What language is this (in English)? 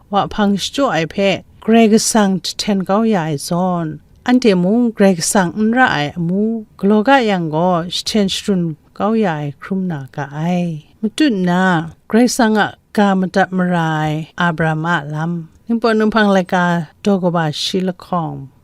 Kachin